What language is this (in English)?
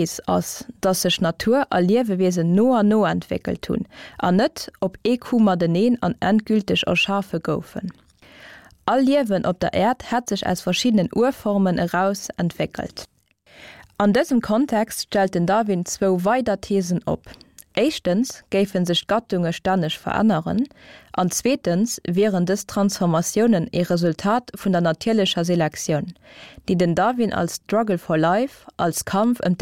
Luxembourgish